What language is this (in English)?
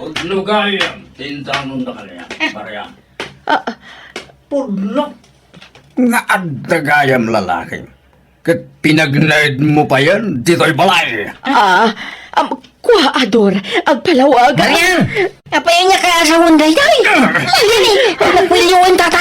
Iloko